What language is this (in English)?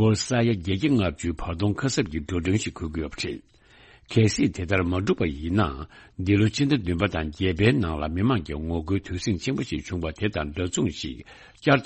Tibetan